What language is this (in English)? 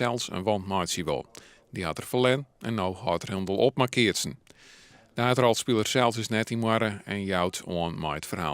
Western Frisian